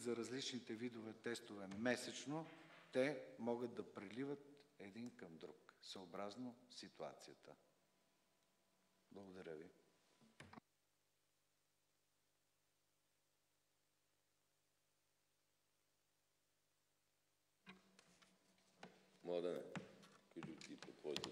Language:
Bulgarian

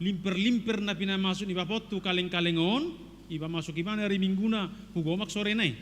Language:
Batak Toba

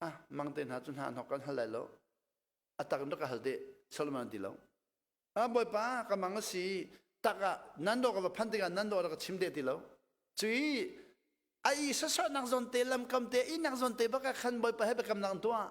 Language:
Hakha Chin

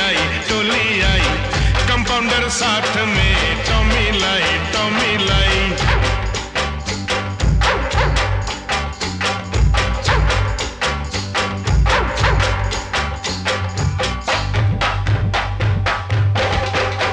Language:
Hindi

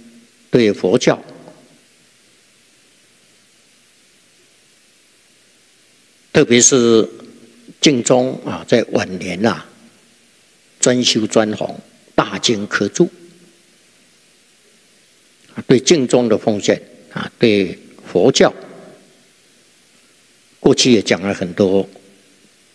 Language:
Chinese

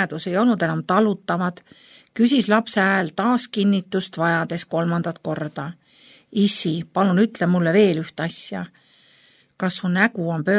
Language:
Estonian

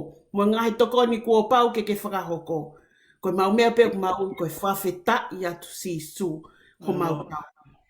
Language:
Tongan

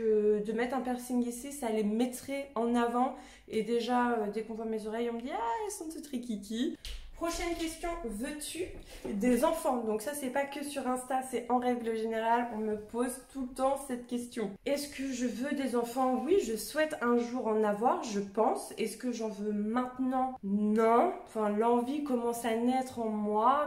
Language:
French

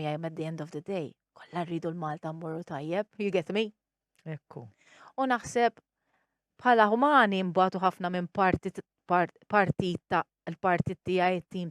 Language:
Maltese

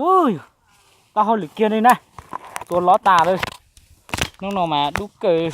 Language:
Hmong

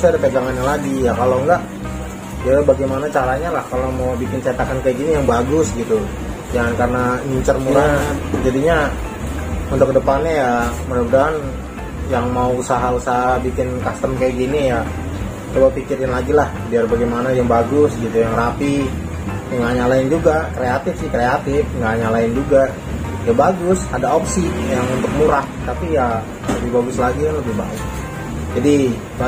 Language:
Indonesian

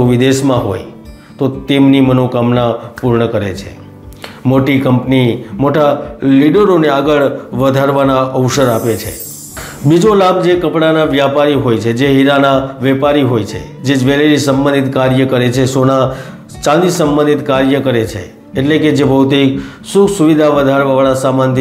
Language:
Gujarati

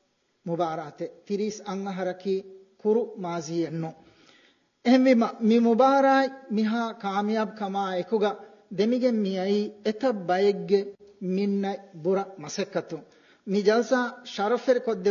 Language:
Divehi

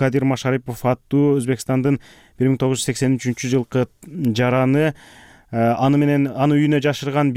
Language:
Kyrgyz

